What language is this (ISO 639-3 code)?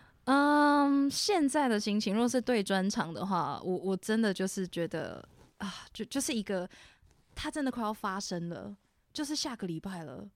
zho